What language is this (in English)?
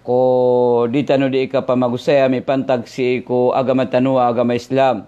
Maranao